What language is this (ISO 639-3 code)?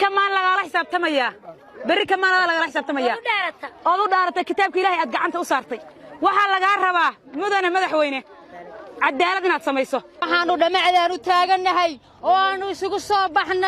som